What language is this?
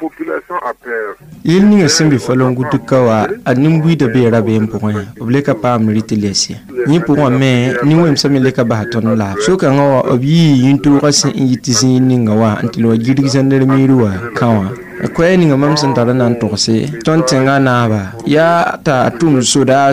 Mossi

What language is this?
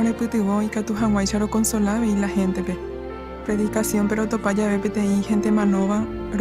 Guarani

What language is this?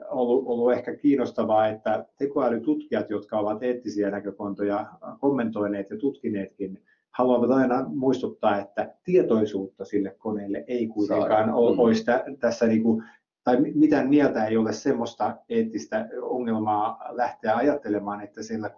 Finnish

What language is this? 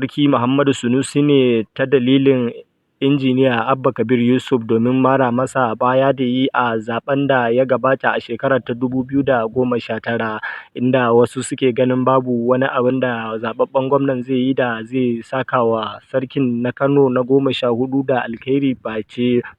Hausa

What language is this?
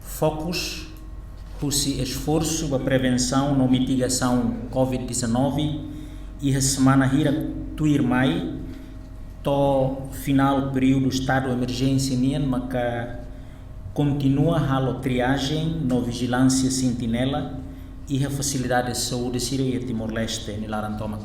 Tetum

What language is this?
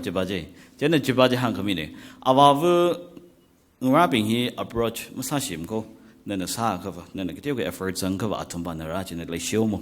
Tangkhul Naga (India)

